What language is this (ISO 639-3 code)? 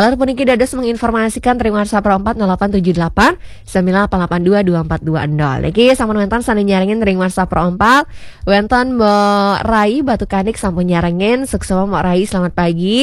ban